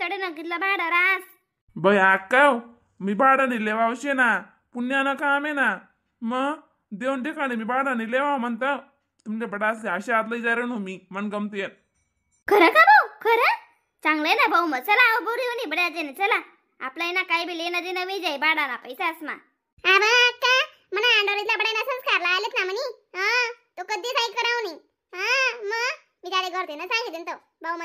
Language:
Khandesi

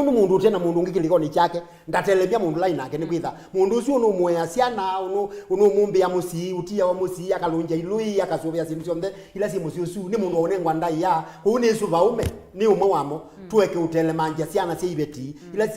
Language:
Kamba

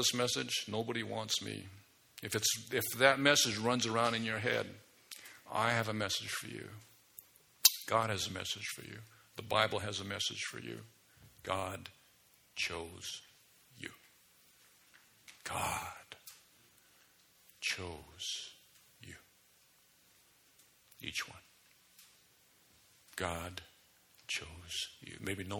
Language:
English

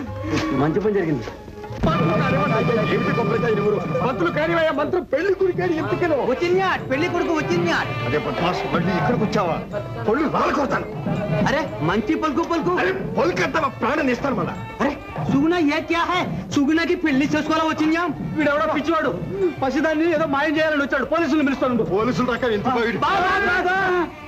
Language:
Telugu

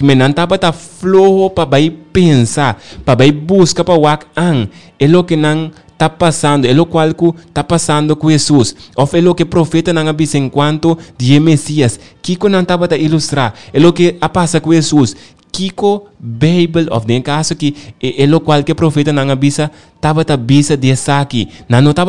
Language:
Papiamento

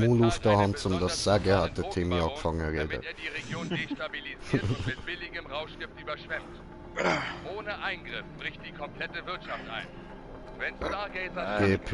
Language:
Swiss German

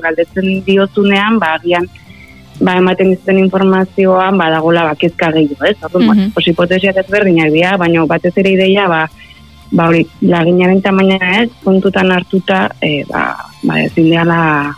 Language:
Basque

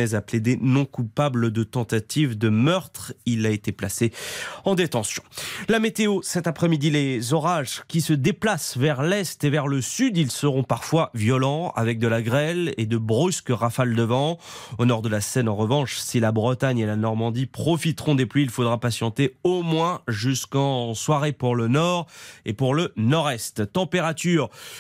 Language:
French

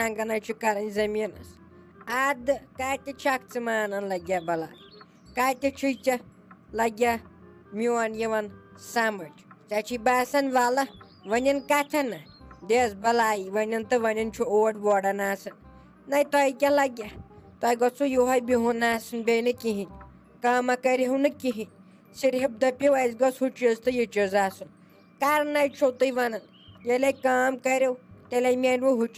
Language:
Kashmiri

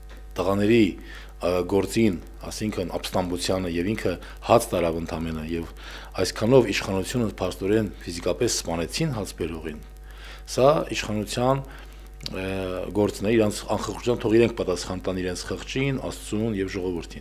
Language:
Armenian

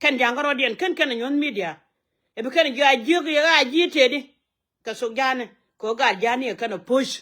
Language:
Nuer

